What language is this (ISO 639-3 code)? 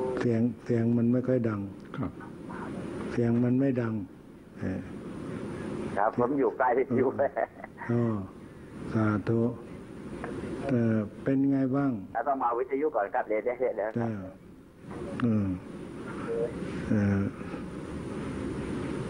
tha